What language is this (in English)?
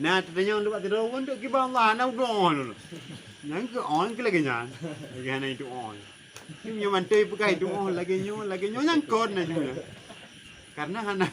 Achinese